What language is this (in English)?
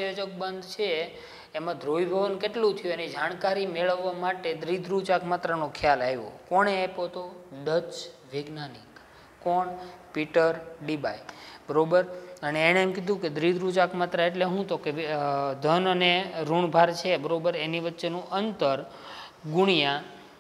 Gujarati